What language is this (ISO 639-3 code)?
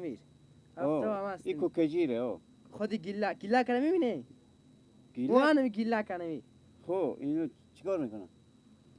fas